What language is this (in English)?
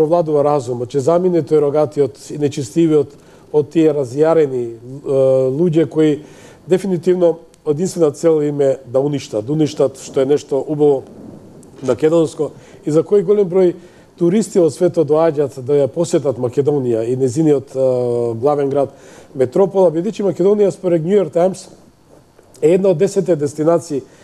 Macedonian